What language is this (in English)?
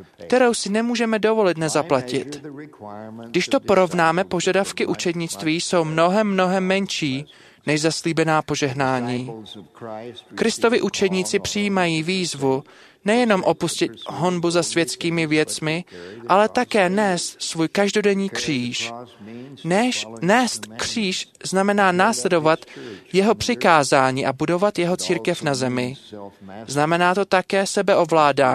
Czech